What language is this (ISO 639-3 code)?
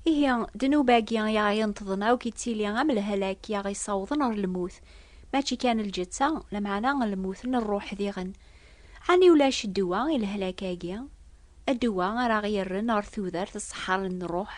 kab